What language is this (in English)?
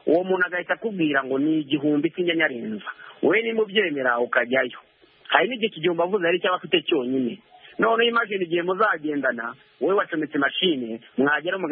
Kinyarwanda